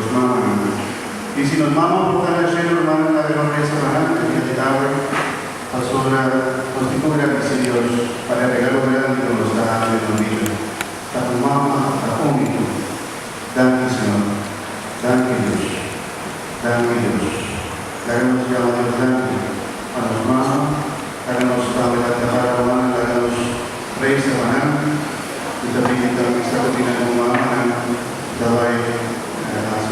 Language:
Papiamento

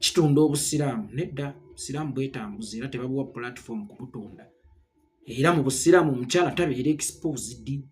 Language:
Ganda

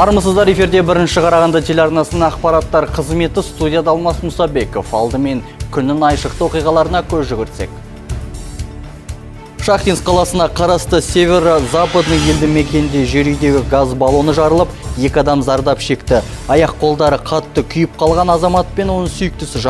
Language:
Kazakh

